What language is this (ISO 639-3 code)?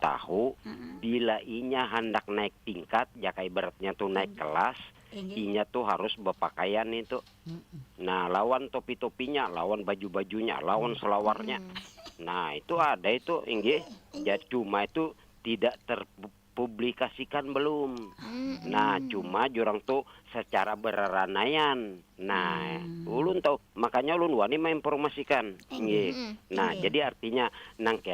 bjn